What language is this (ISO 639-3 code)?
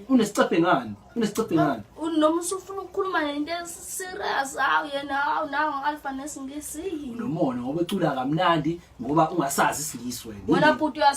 zul